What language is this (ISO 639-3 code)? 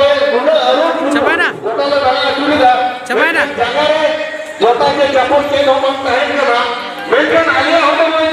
sat